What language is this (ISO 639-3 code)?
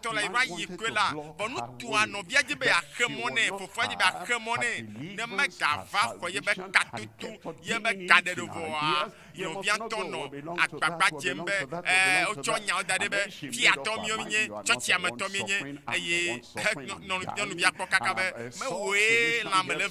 ewe